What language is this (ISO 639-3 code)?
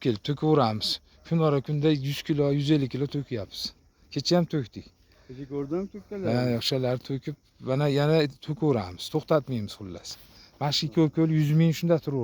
uzb